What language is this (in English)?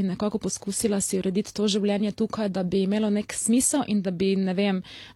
Slovenian